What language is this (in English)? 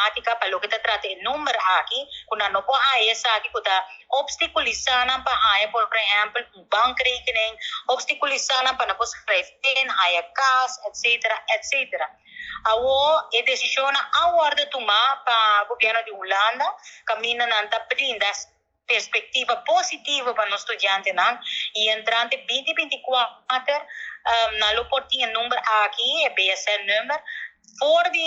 Papiamento